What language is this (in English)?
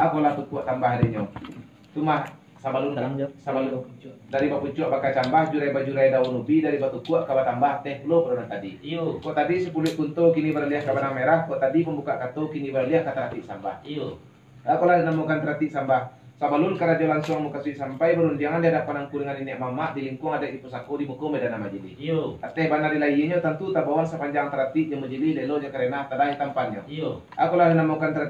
Minangkabau